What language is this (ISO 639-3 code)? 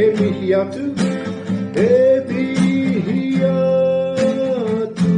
mri